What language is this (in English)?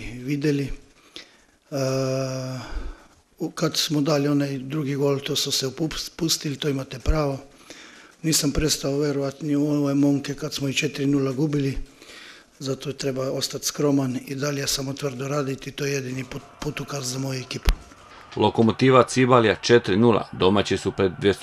Croatian